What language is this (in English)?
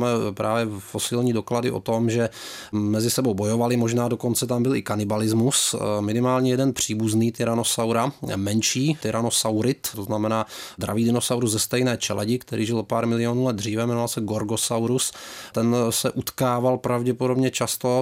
Czech